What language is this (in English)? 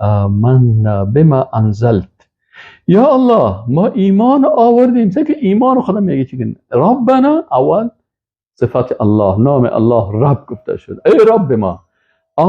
Persian